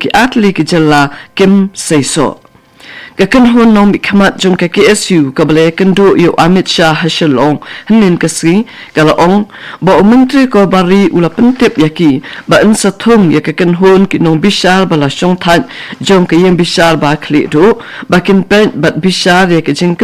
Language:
Khasi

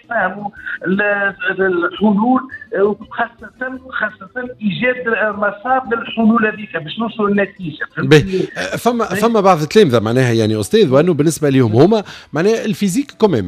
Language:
Tunisian Arabic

